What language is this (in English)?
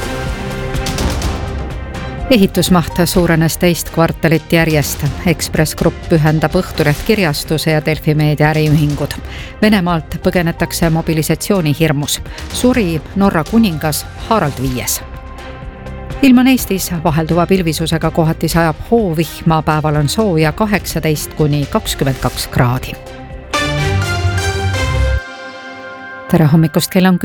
Estonian